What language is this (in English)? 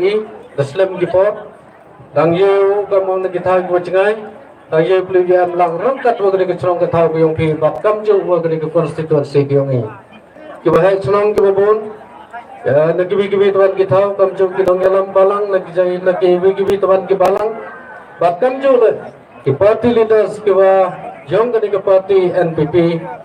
Khasi